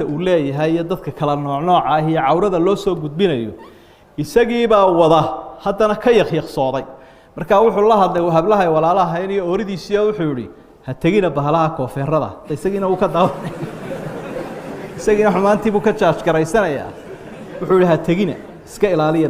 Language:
Somali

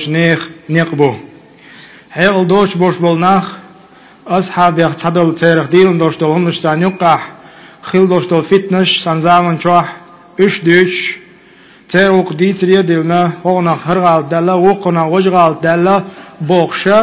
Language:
Chechen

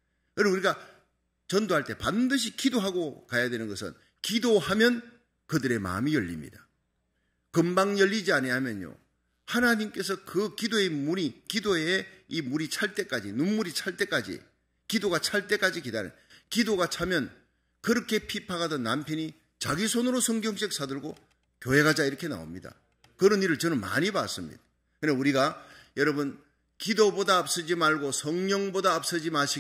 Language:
Korean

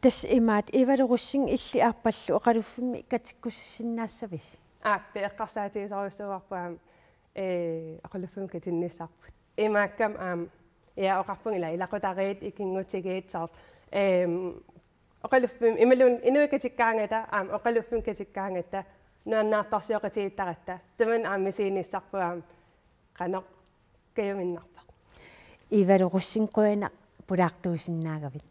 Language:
Kalaallisut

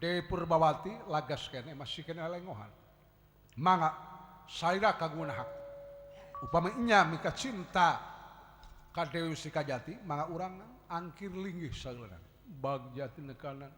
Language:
Sundanese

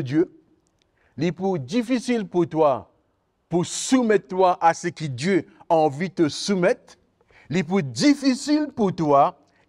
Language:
Morisyen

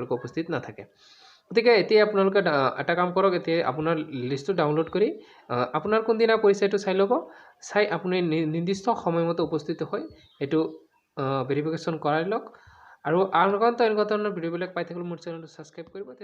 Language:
Assamese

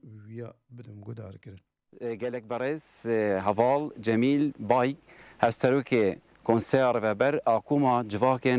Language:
Kurdish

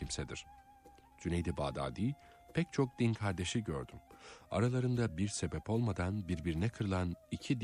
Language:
Turkish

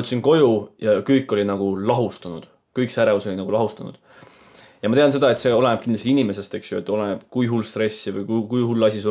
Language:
Estonian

